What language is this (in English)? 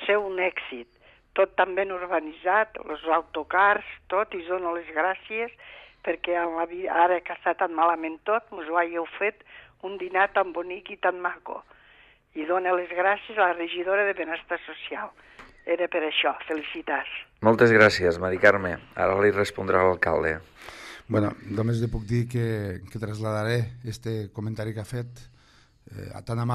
Catalan